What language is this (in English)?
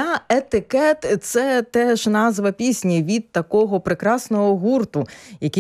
Ukrainian